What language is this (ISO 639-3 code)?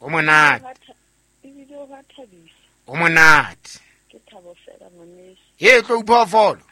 sot